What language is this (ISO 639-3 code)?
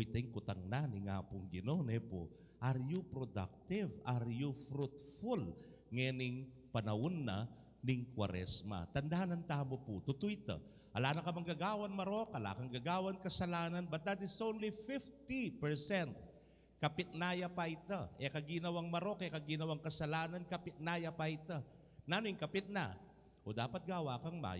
pam